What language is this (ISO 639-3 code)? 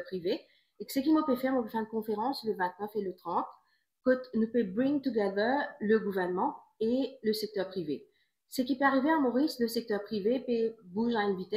mfe